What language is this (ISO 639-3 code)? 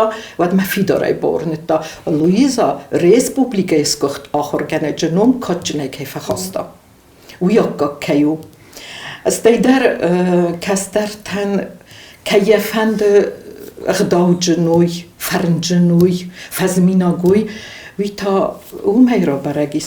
oss